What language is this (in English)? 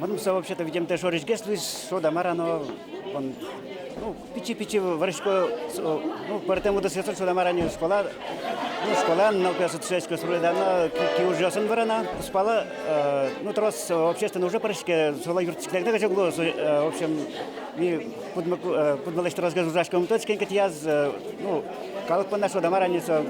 Udmurt